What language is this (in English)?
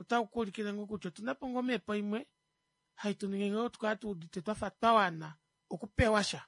Kuanyama